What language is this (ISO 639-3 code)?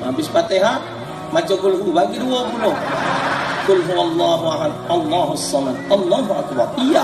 mui